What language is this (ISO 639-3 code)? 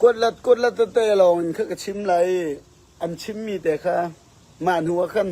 cfm